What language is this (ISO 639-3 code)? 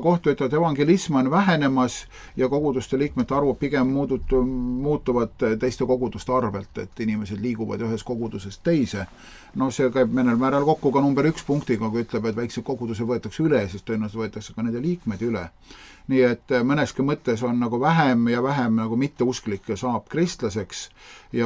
est